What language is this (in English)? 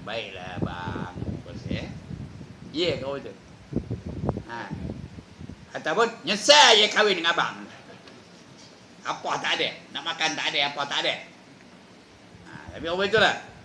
Malay